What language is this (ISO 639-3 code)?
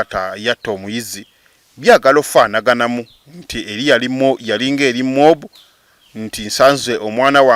lug